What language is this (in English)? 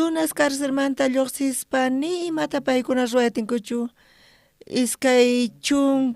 South Bolivian Quechua